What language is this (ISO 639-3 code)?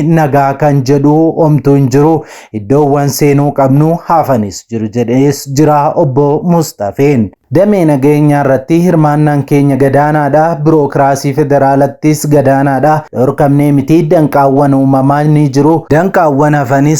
orm